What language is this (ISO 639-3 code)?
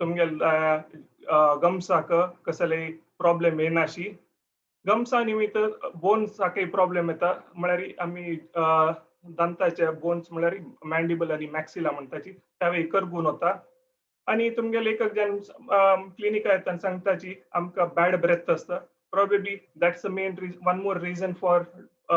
kok